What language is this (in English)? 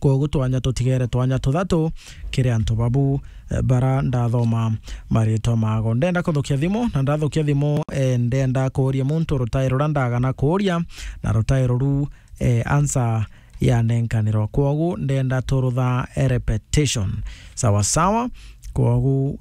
Meru